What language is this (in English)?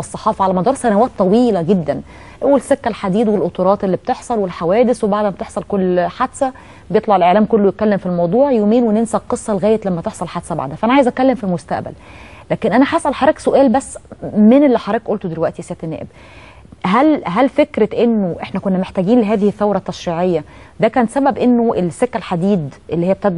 Egyptian Arabic